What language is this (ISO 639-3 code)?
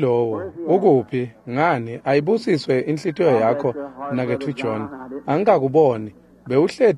ssw